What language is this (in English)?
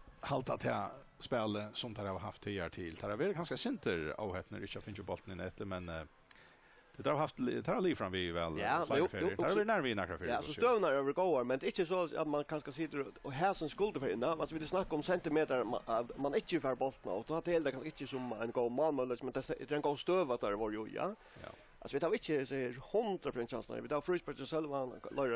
Faroese